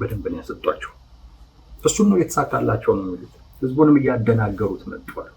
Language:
Amharic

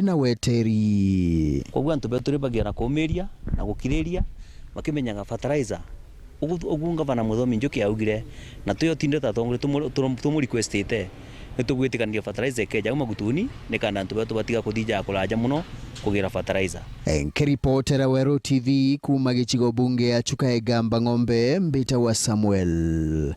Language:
Meru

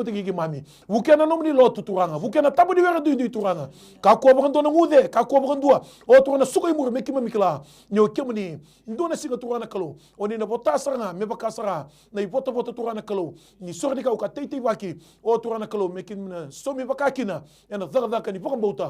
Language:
Fijian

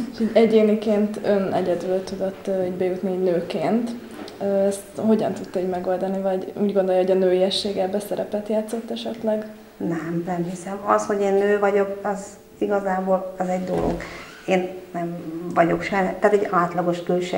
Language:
Hungarian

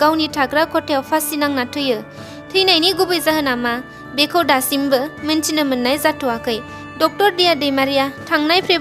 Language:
Bodo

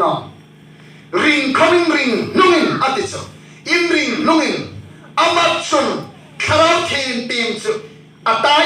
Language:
Hmar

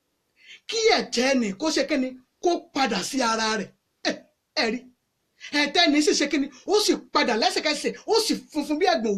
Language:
Yoruba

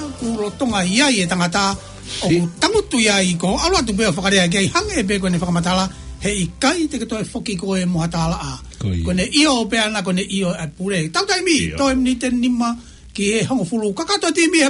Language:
Tongan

